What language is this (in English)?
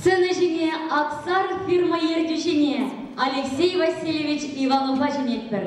Chuvash